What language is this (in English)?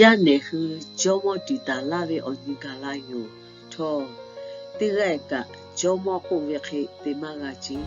Lahu